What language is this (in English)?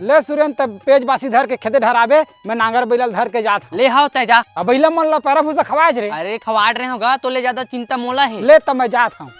Chhattisgarhi